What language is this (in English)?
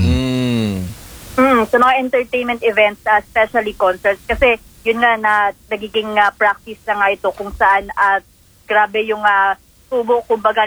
Filipino